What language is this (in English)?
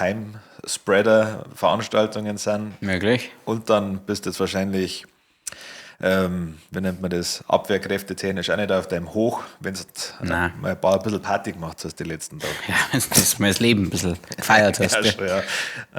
Bavarian